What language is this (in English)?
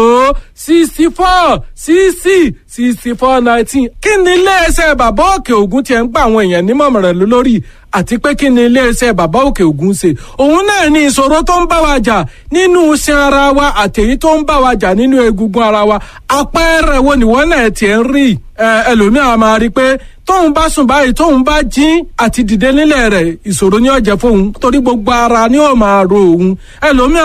Yoruba